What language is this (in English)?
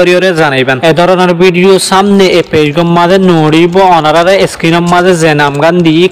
Rohingya